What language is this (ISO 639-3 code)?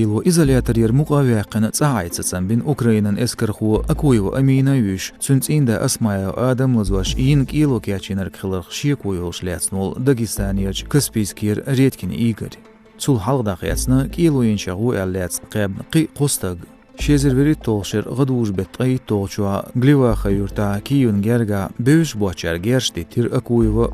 che